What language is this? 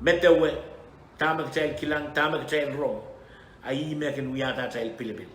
Pohnpeian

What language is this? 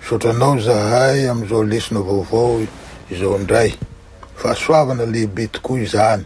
Malagasy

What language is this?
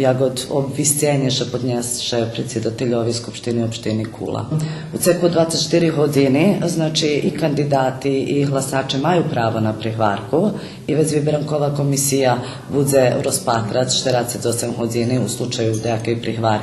Rusyn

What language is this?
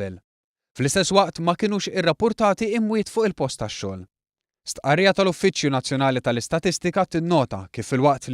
Maltese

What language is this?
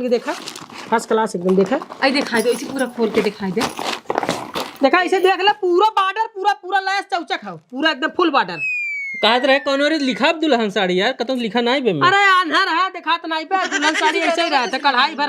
Awadhi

